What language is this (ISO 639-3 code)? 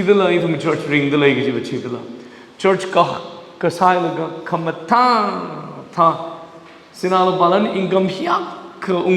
nmf